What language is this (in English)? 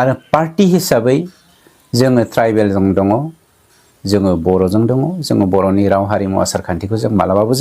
Bodo